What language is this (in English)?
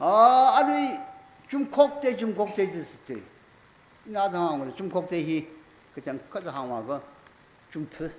Tangkhul Naga (India)